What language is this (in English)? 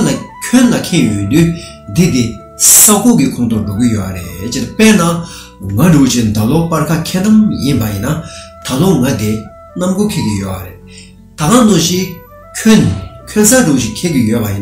Tibetan